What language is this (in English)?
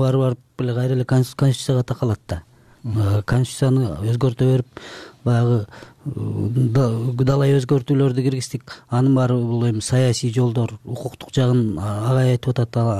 Kyrgyz